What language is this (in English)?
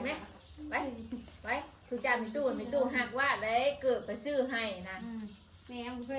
Northeastern Thai